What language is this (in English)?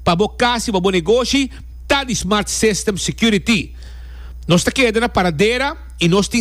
Papiamento